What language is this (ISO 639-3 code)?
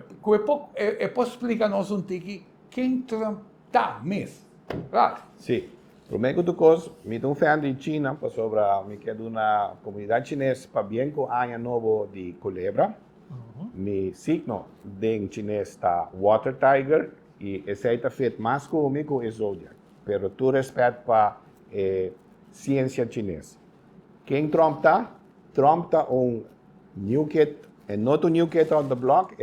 pap